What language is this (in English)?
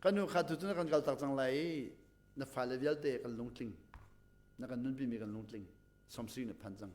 Hakha Chin